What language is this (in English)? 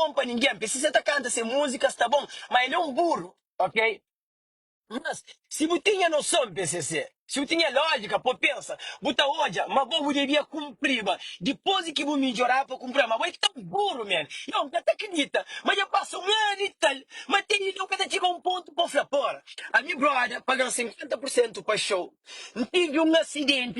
Kabuverdianu